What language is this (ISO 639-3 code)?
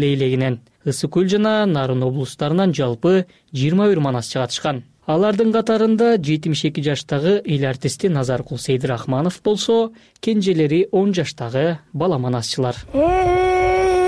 kir